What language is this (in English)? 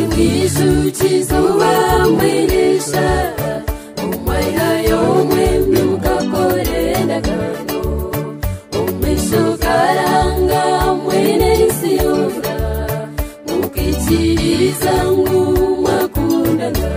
Nyankole